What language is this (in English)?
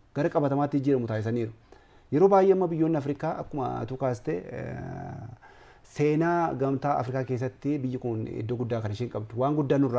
Oromo